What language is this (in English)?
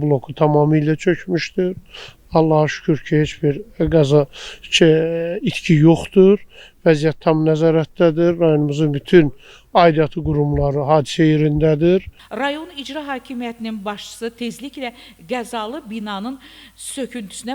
Azerbaijani